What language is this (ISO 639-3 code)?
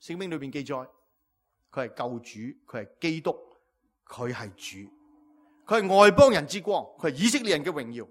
yue